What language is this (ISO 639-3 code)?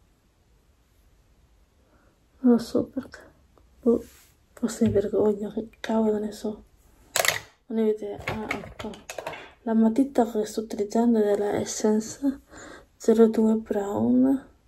ita